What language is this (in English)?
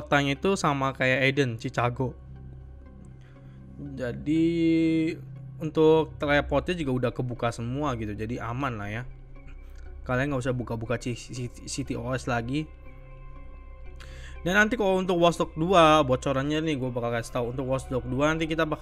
Indonesian